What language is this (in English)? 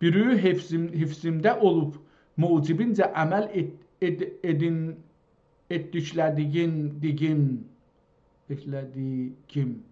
South Azerbaijani